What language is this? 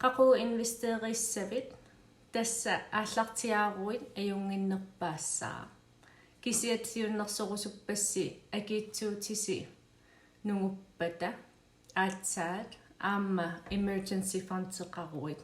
Kalaallisut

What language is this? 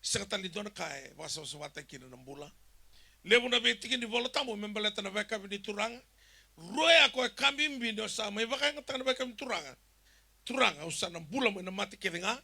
Fijian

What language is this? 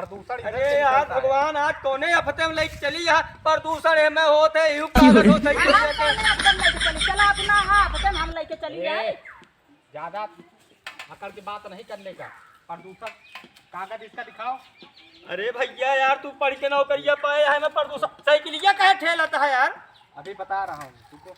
Awadhi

